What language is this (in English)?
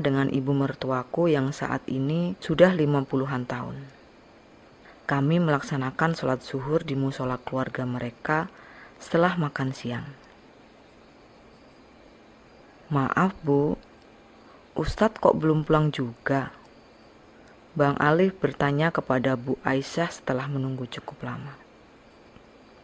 Indonesian